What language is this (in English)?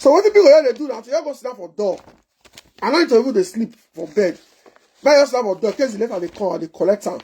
Nigerian Pidgin